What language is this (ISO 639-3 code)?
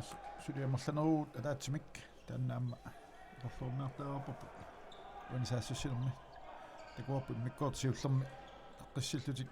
kal